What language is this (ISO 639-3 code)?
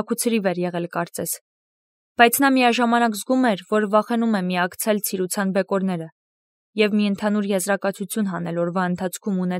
hye